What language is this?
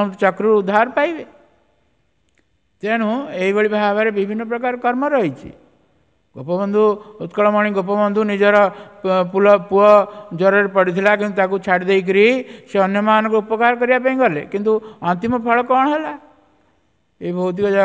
Odia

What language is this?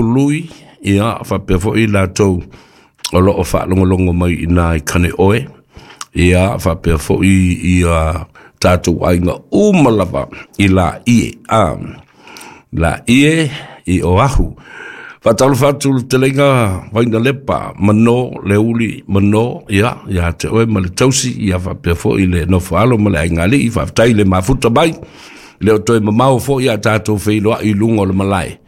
Samoan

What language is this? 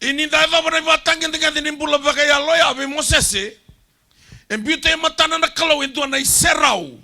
Fijian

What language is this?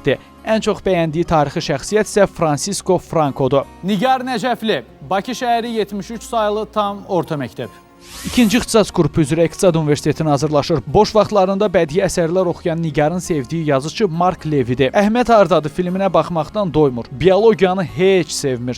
Azerbaijani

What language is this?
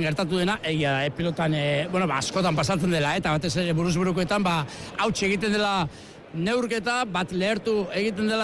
Basque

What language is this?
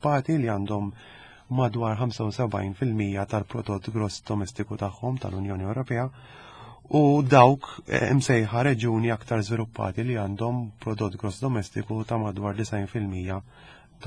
Maltese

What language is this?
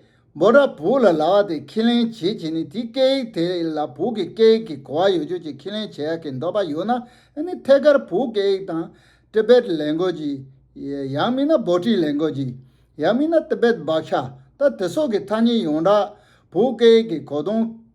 Tibetan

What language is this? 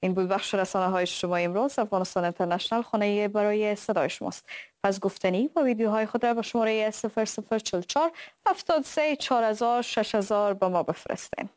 Persian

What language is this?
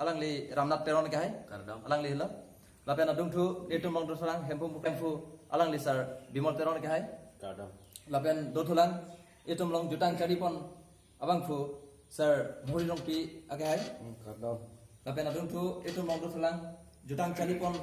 Karbi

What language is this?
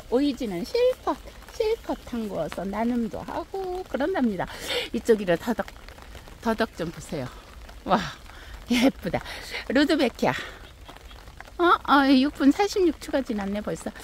Korean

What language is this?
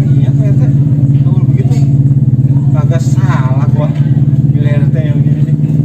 Betawi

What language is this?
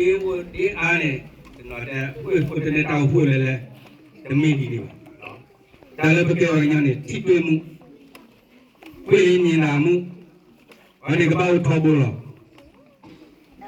S'gaw Karen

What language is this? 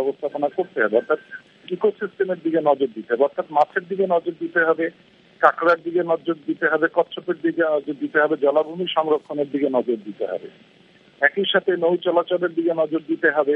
Bangla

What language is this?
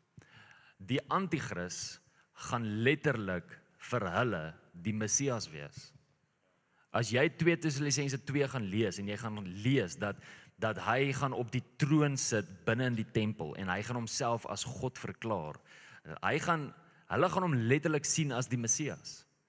Afrikaans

